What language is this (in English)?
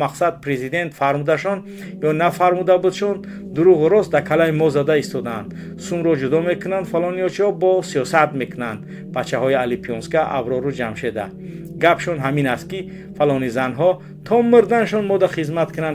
Tajik